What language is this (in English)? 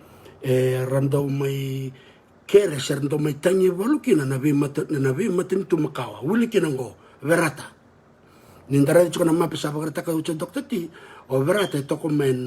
Fijian